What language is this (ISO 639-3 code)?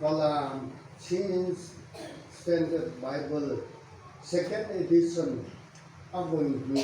cfm